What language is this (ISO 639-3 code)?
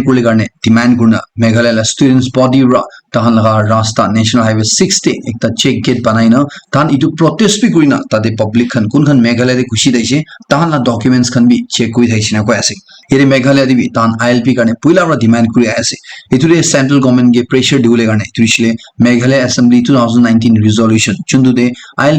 nag